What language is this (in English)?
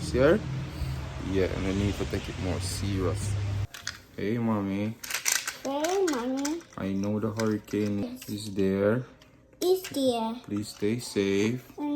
Jamaican Creole English